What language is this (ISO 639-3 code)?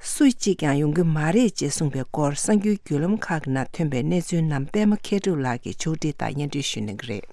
bod